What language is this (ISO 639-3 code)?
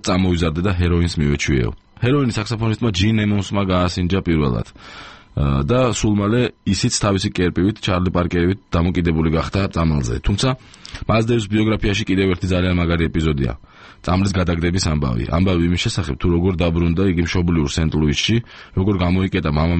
kat